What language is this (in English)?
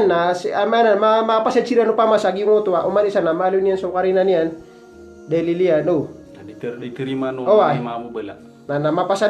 Maranao